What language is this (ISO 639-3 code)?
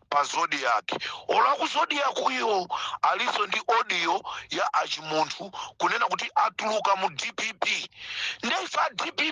nya